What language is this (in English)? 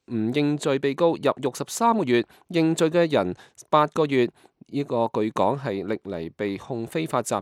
Cantonese